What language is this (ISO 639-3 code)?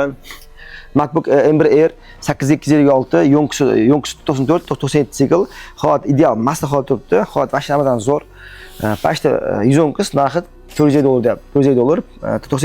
uzb